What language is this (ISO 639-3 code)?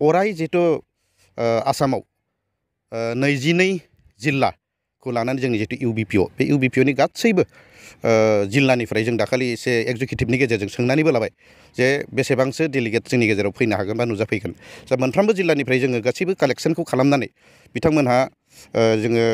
brx